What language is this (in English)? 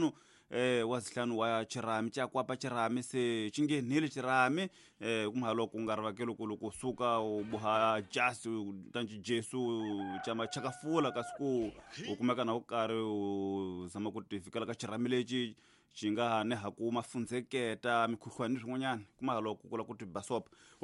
Tsonga